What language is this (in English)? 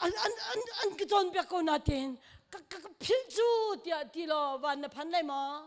Hakha Chin